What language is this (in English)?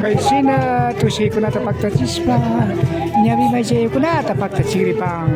Imbabura Highland Quichua